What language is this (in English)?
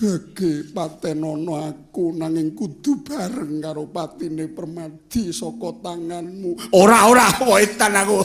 Javanese